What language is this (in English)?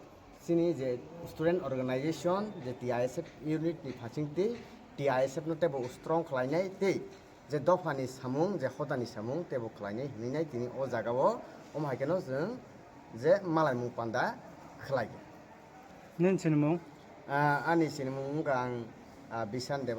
Kok Borok